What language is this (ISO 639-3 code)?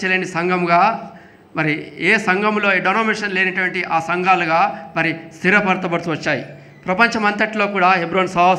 tel